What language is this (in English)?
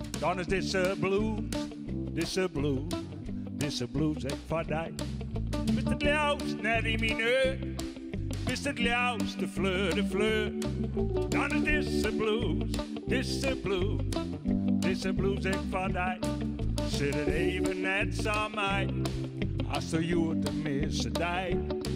Western Frisian